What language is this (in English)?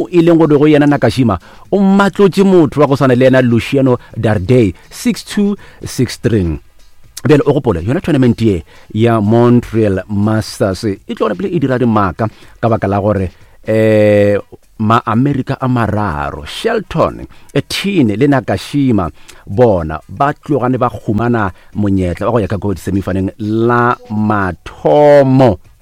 Northern Sotho